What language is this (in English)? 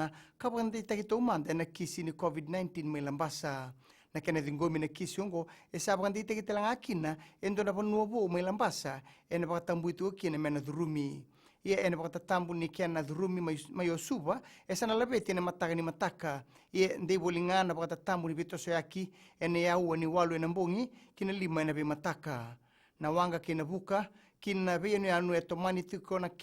Fijian